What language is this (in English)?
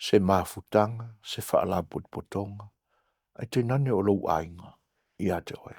Samoan